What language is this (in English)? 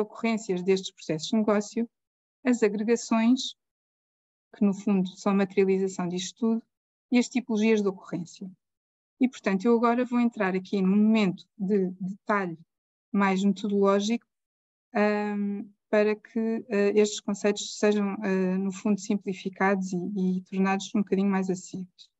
Portuguese